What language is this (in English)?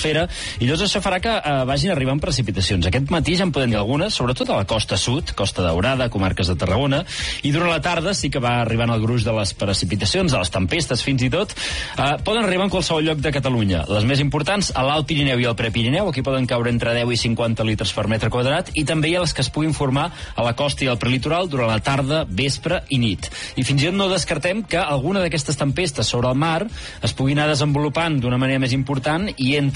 Catalan